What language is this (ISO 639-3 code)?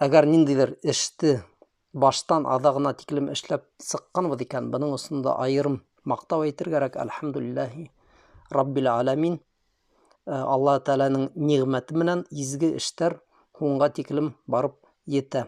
bak